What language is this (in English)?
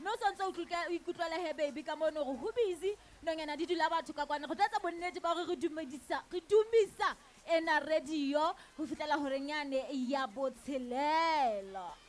Southern Sotho